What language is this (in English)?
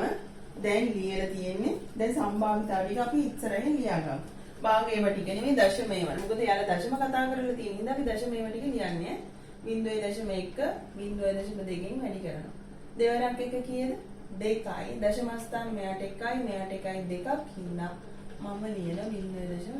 Sinhala